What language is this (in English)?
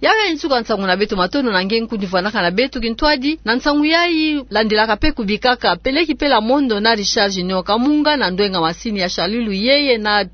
Kituba (Democratic Republic of Congo)